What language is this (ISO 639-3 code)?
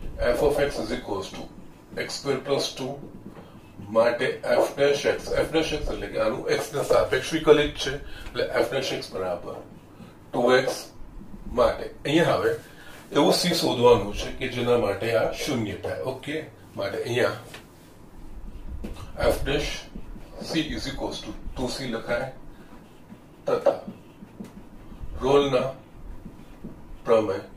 guj